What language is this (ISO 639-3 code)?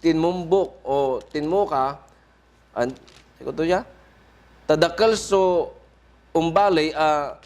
pag